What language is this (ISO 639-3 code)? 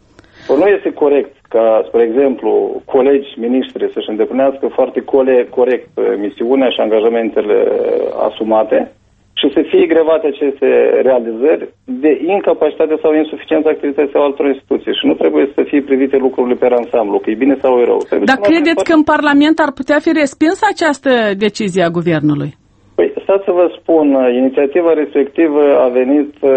ron